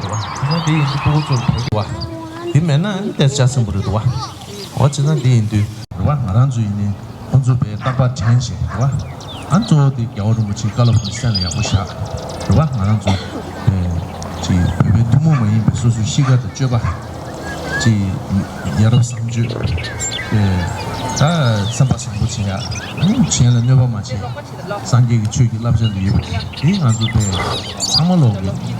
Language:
Tibetan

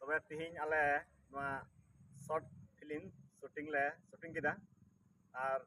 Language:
Santali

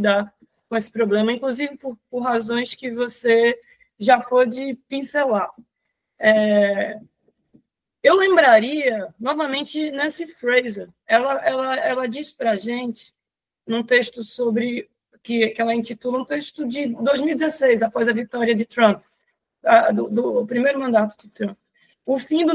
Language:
Portuguese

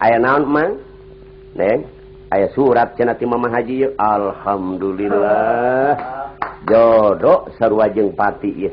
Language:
Sundanese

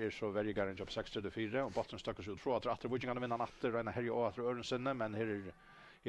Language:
Faroese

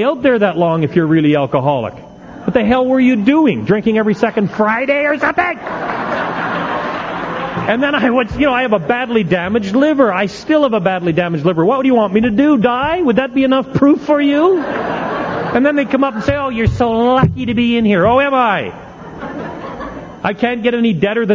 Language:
English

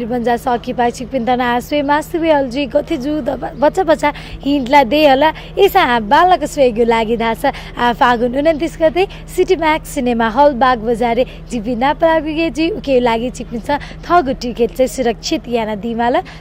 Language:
Newari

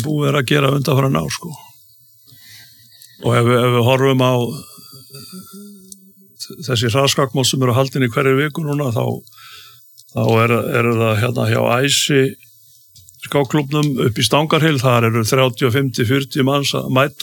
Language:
Icelandic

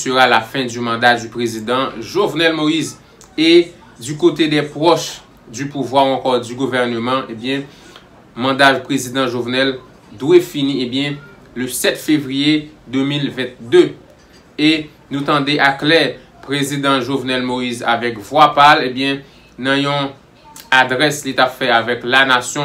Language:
Haitian Creole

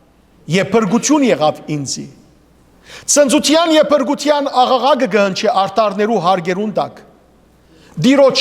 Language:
Western Armenian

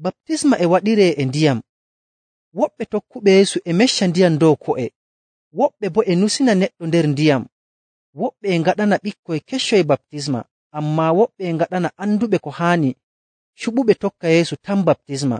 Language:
Nigerian Fulfulde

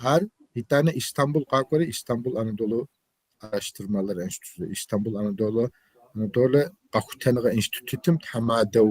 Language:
Kabardian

